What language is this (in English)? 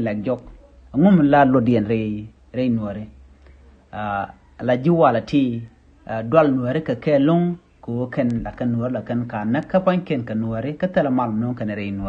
Nuer